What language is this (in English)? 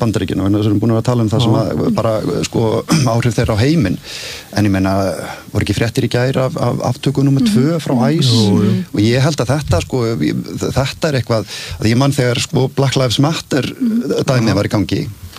Icelandic